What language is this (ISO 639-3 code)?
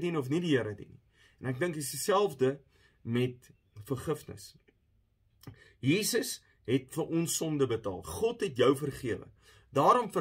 afr